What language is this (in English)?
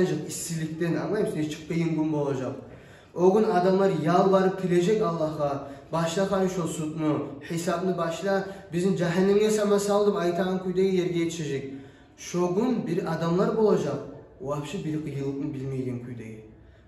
Kumyk